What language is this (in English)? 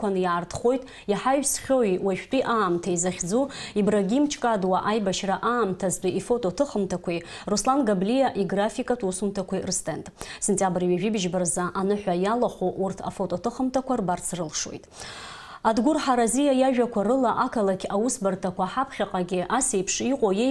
Abkhazian